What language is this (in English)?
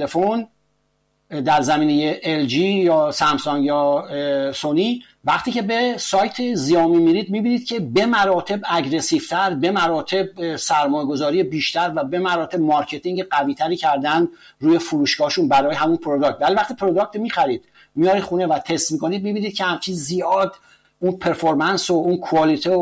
Persian